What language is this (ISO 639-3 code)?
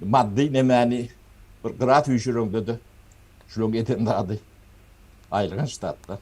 tuk